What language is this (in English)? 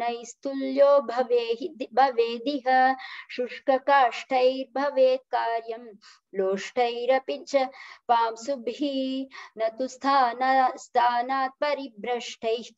Sanskrit